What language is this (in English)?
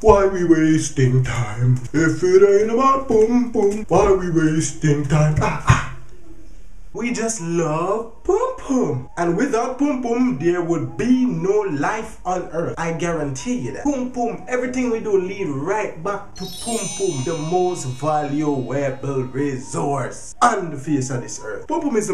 Jamaican Creole English